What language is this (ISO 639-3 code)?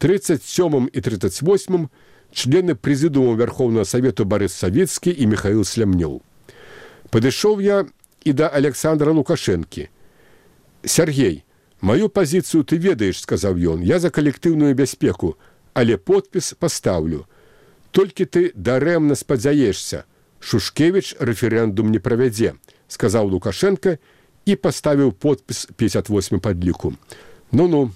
bel